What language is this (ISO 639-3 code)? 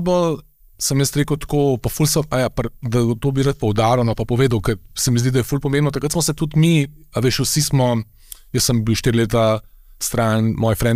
slv